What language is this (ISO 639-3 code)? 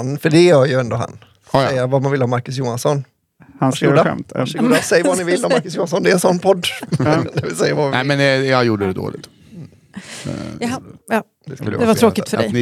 swe